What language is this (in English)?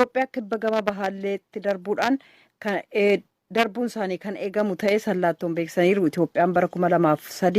Oromo